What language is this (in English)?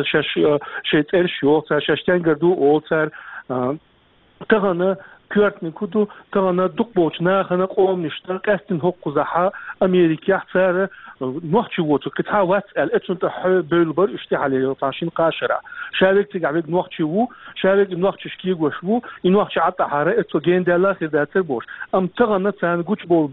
Chechen